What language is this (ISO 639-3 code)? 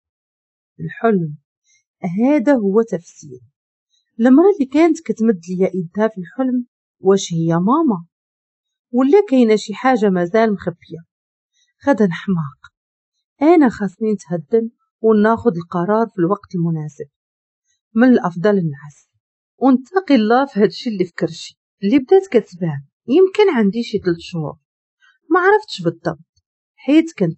ary